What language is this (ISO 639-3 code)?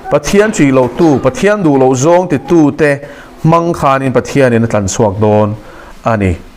lus